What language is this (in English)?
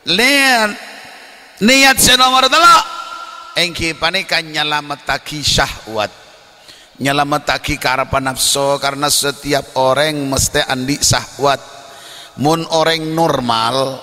Madurese